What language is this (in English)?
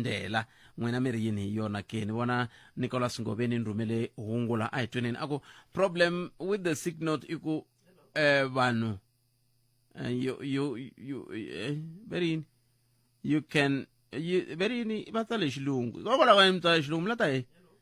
Tsonga